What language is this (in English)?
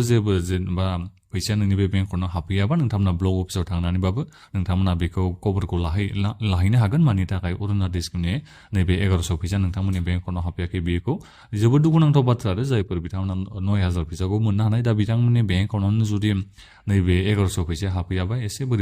Bodo